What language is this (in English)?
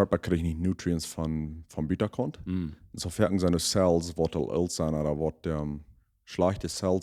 Plautdietsch